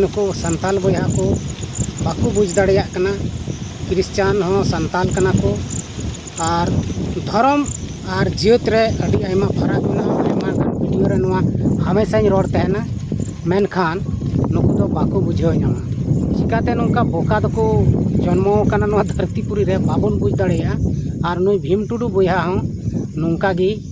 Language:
Santali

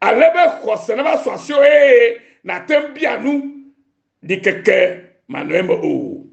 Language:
Ewe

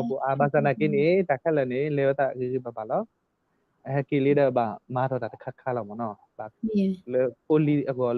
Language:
S'gaw Karen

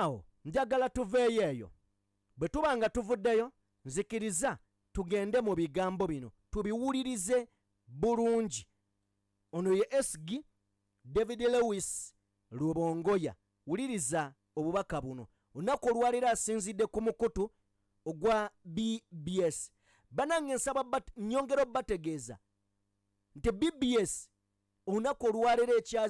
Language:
Ganda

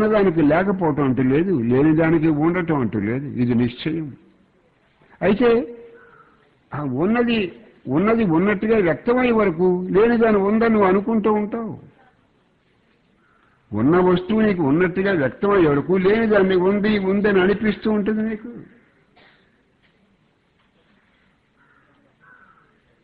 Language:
Telugu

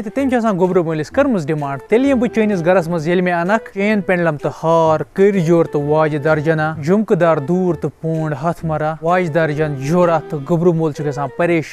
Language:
Kashmiri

